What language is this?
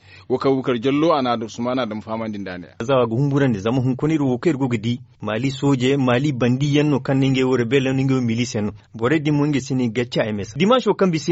Zarma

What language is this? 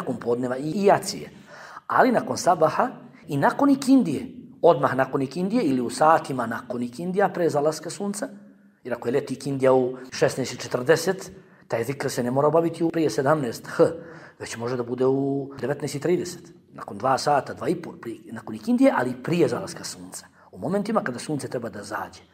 Bosnian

